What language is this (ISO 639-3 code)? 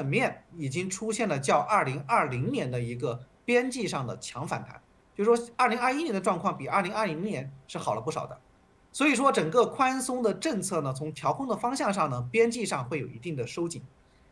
zho